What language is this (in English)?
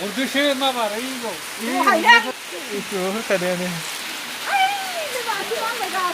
Bodo